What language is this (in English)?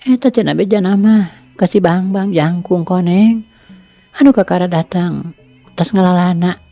Sundanese